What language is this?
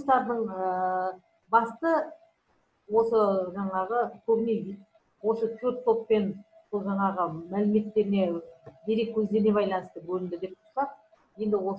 Kazakh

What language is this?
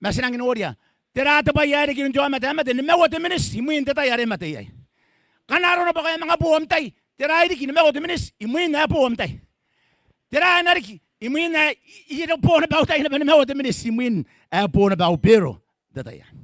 Gilbertese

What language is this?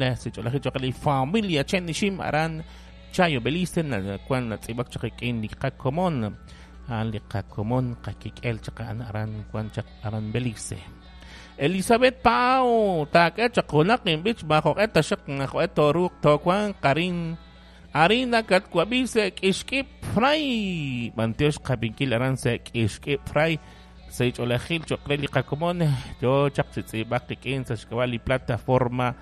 Kekchí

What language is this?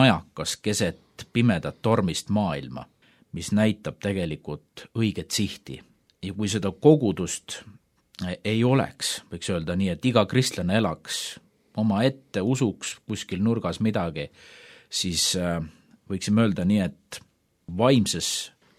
Estonian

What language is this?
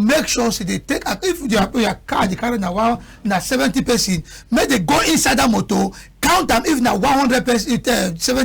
Cameroon Pidgin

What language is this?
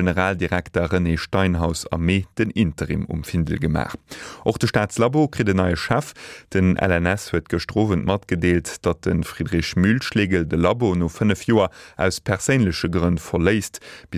Luxembourgish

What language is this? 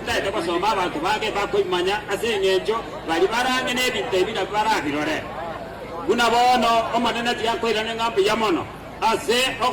Gusii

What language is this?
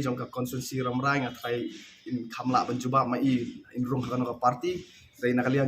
Khasi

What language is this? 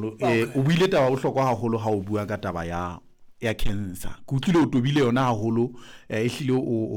Southern Sotho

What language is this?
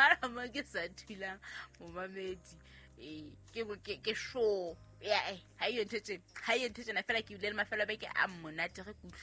Southern Sotho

